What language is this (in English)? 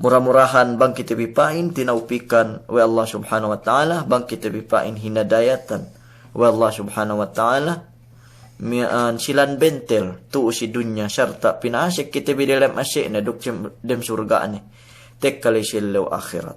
Yakan